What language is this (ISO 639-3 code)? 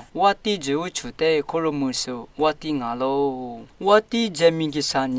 lis